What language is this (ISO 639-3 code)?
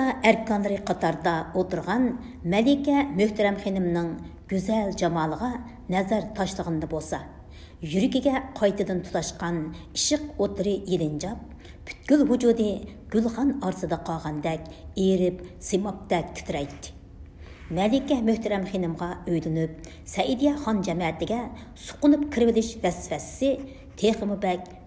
uig